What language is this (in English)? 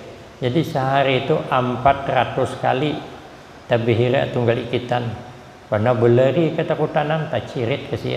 Banjar